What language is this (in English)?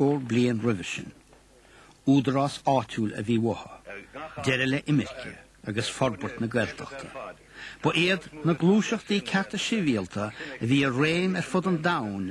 Irish